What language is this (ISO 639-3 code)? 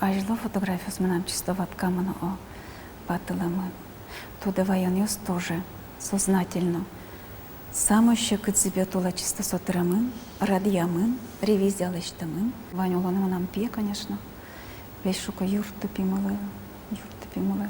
udm